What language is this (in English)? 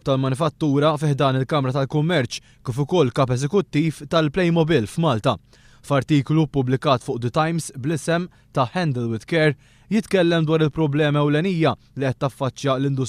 Maltese